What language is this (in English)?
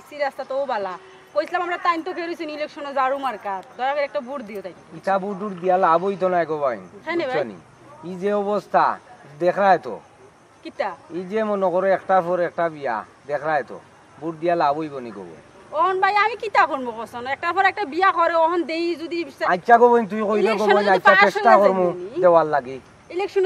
Sylheti